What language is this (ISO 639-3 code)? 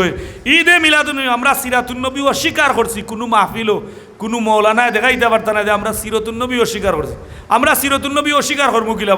syl